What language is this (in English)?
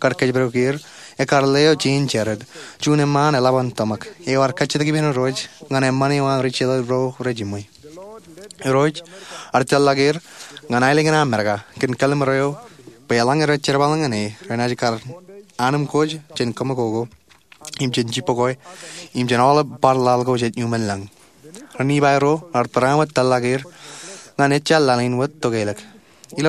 Marshallese